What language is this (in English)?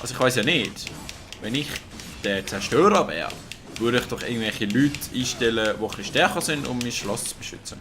Swiss German